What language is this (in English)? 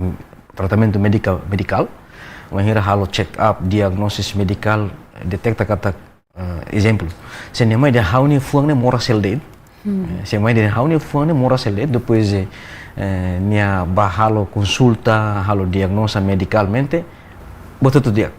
Tetum